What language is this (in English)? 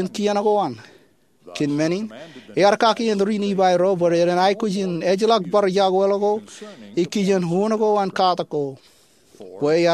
Marshallese